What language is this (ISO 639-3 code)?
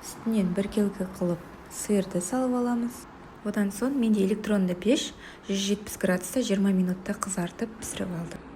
kaz